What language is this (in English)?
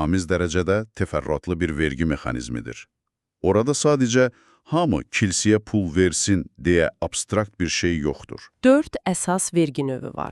Azerbaijani